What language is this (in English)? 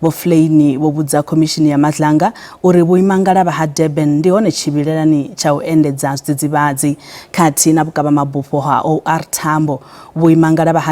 Venda